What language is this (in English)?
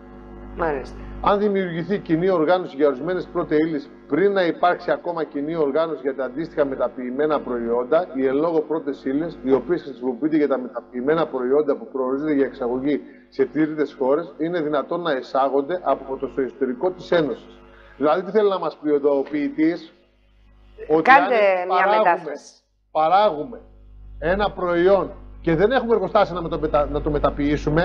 Greek